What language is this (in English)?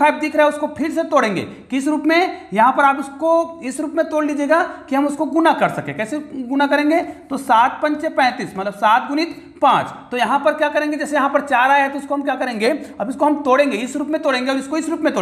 Hindi